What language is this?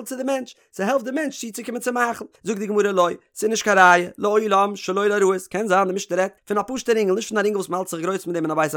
Yiddish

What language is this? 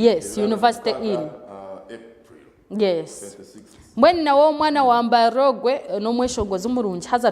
Nyankole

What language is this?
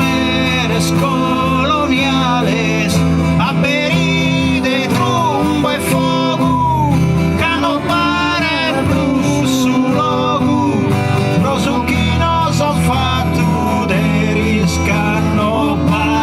Sardinian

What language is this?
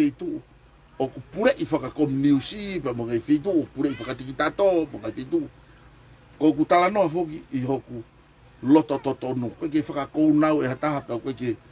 Tongan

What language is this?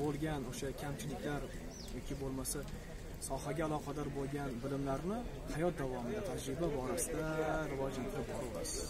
Uzbek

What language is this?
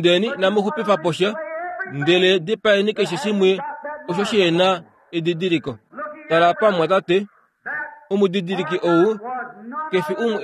Kuanyama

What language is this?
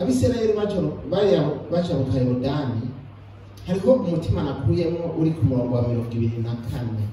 Rundi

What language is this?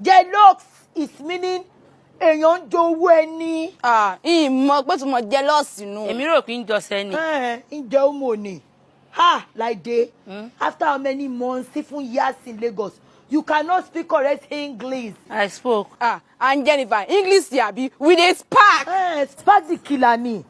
Yoruba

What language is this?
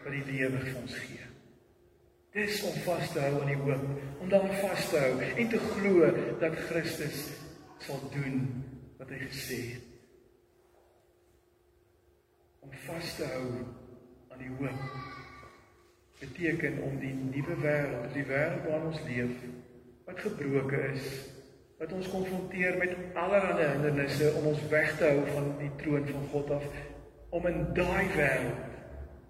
Afrikaans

